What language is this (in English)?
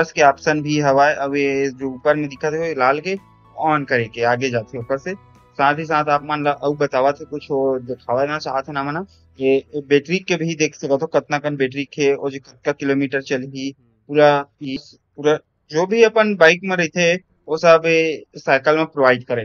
Chhattisgarhi